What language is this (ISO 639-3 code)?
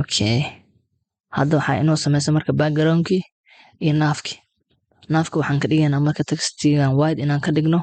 som